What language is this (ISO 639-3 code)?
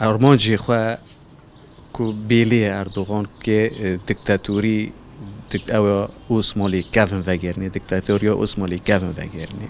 kur